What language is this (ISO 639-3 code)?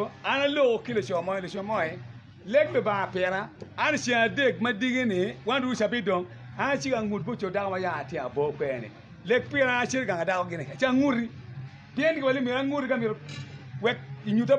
ach